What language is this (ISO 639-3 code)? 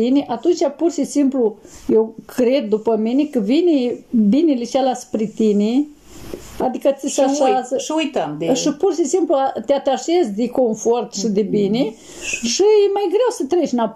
ron